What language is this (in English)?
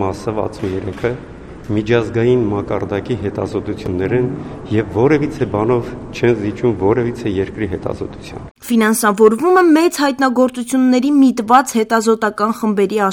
Armenian